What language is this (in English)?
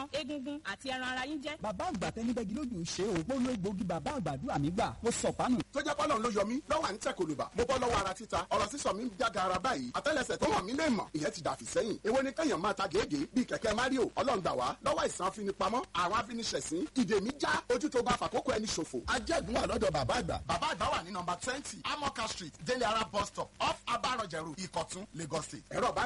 Yoruba